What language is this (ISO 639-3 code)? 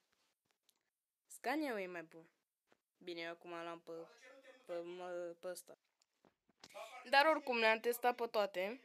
ron